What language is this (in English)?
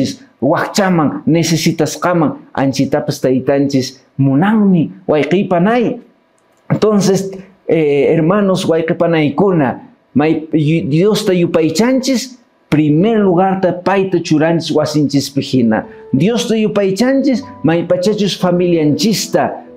Quechua